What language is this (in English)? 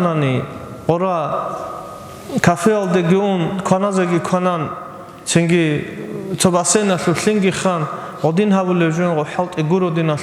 Avaric